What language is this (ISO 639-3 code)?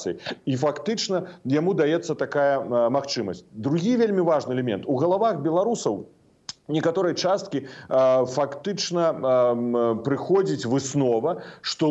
bel